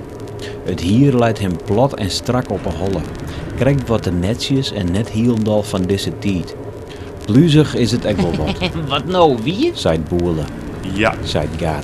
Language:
Western Frisian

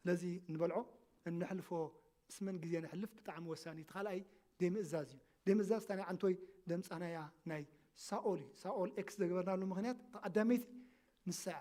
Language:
Tigrinya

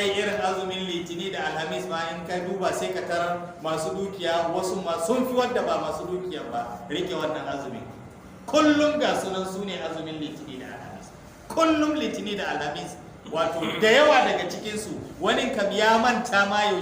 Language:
Hausa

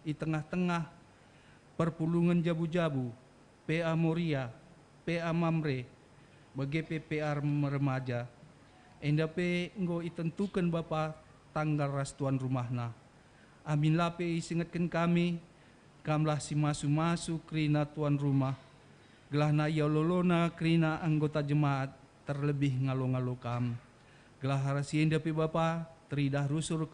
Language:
Batak Karo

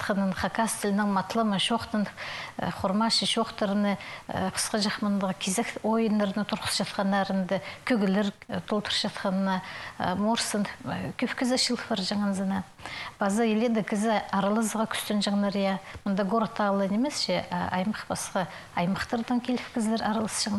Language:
Khakas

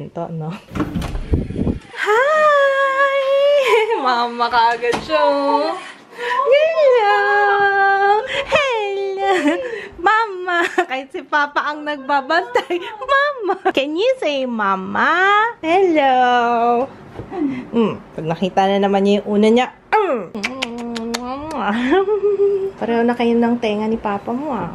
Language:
Filipino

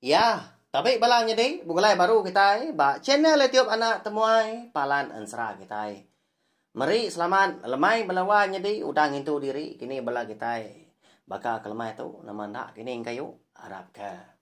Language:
Iban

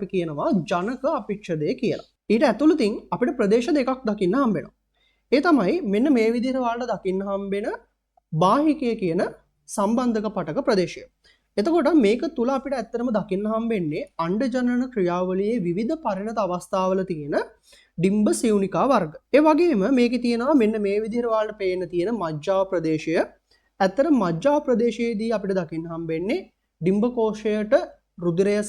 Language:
Sinhala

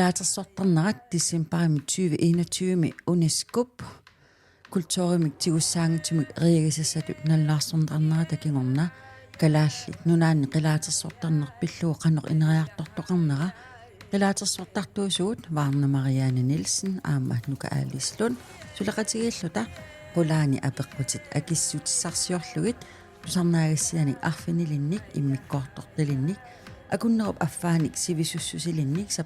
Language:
Kalaallisut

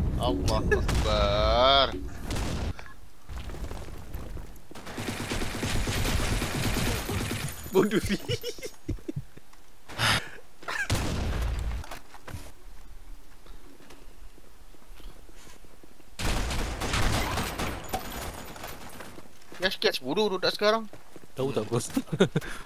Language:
Malay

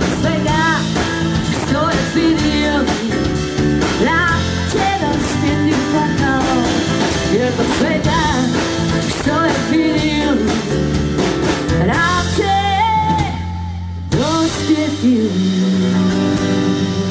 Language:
Croatian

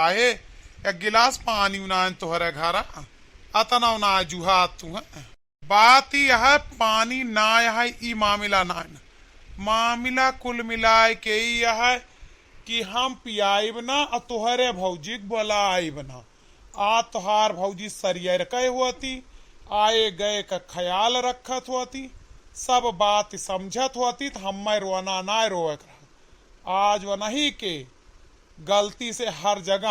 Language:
Awadhi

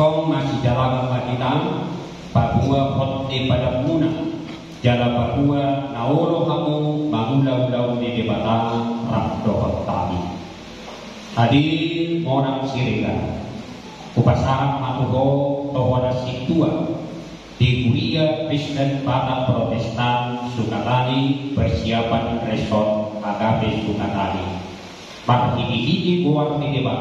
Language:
Batak Toba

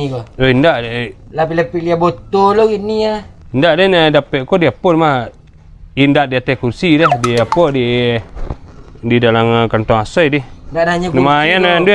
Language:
Minangkabau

